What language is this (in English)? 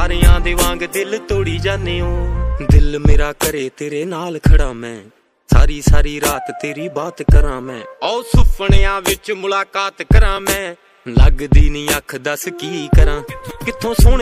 Punjabi